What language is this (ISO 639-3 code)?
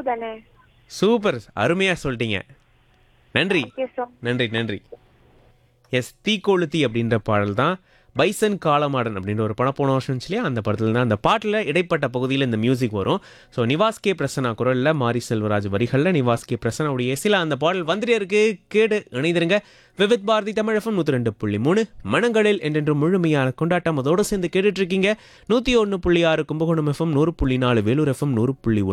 tam